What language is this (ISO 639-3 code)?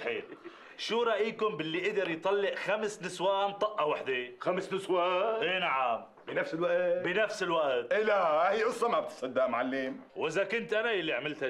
apc